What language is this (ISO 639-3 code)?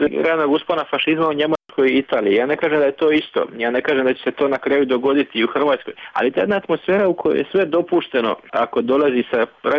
hrv